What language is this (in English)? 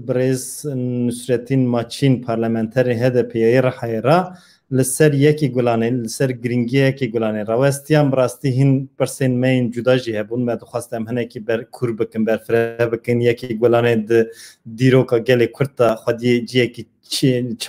Kurdish